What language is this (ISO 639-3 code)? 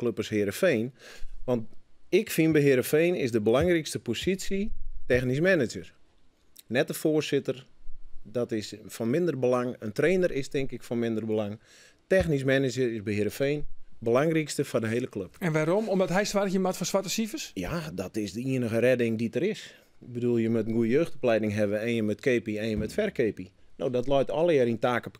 fry